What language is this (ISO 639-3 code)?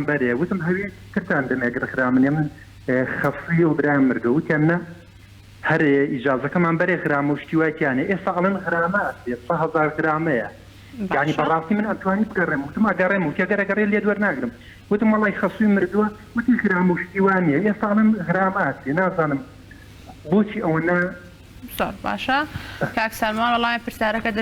ckb